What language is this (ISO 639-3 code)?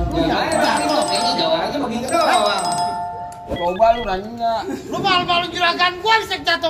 bew